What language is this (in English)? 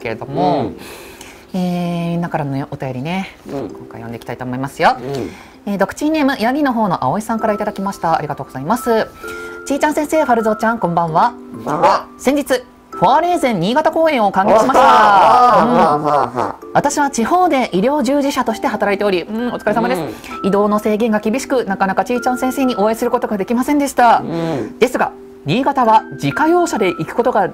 Japanese